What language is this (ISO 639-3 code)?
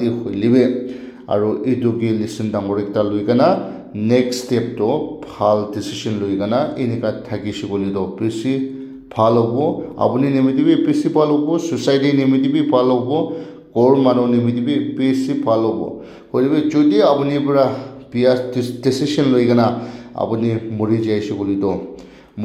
nag